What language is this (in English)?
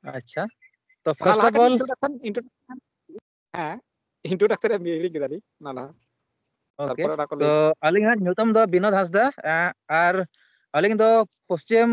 Santali